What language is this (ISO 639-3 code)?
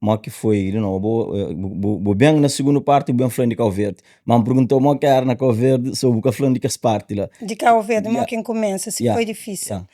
kea